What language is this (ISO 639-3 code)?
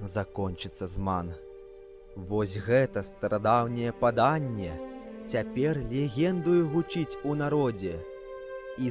bel